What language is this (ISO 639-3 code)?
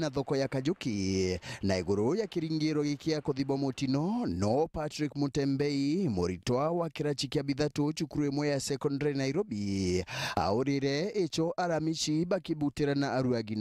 mer